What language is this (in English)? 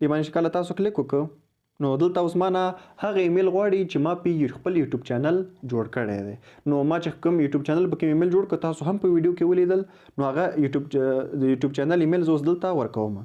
Pashto